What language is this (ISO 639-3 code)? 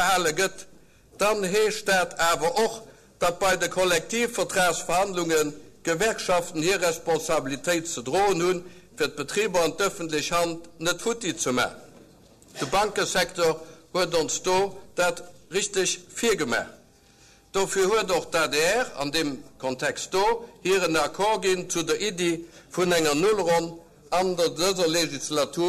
ltz